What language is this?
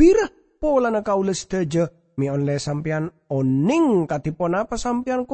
Madurese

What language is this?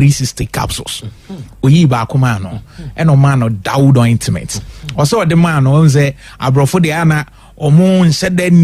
Akan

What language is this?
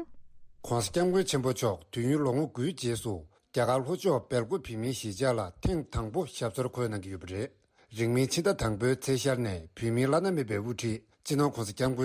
Tibetan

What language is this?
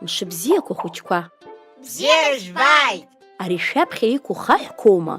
Abkhazian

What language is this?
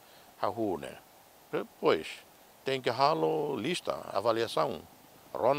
Tetum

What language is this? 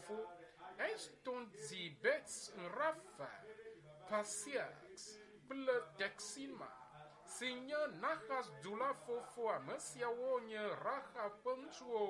Ewe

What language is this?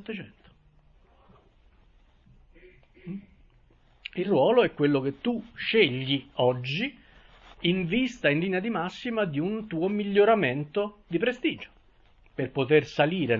Italian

